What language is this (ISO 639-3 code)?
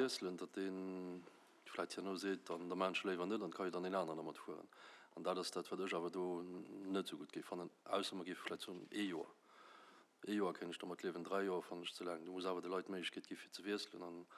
ltz